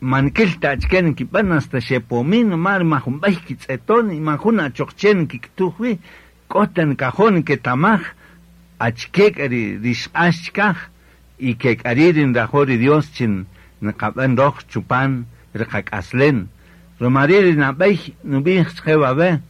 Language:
Kaqchikel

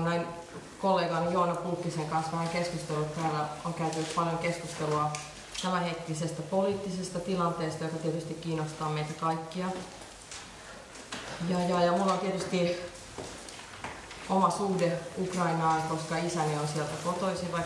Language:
Finnish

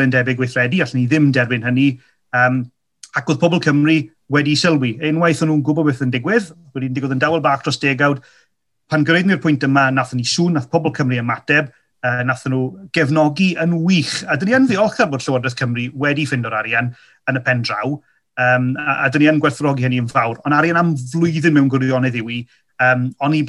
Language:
Welsh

